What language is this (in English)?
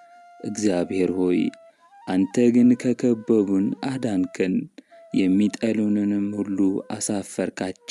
Amharic